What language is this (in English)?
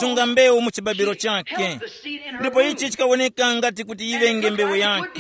Tumbuka